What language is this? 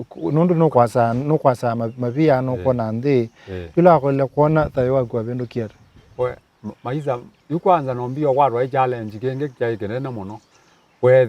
Kamba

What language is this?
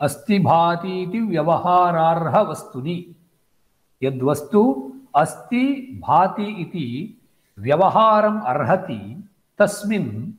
Sanskrit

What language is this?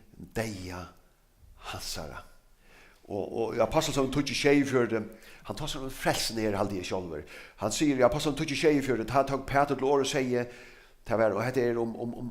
Faroese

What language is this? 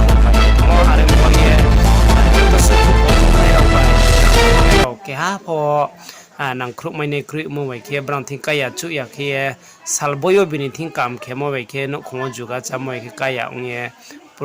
Riang (India)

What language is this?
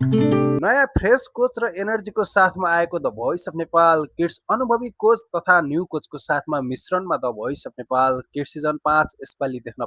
Nepali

